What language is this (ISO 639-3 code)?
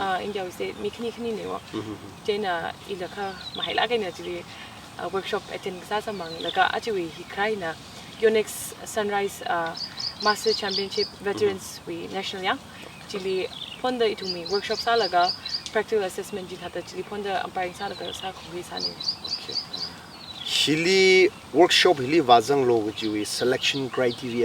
nmf